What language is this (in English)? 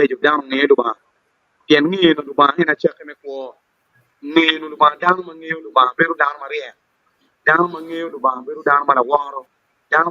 Acoli